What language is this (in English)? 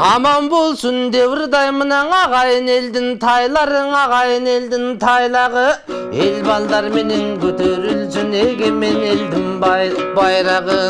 Kyrgyz